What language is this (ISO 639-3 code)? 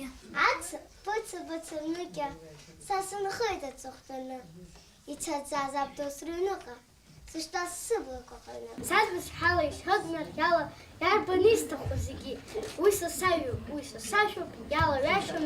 abk